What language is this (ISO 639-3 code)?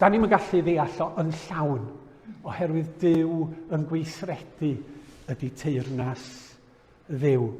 cym